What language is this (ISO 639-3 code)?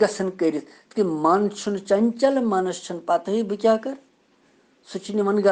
kas